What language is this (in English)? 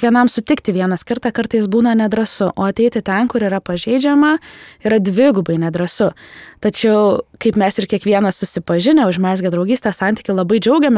Lithuanian